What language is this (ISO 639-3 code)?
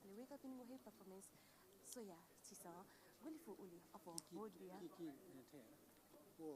new